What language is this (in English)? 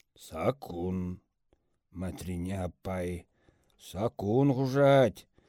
Chuvash